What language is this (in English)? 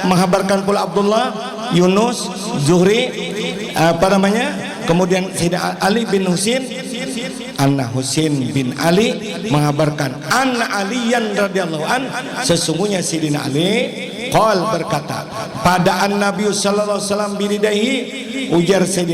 Banjar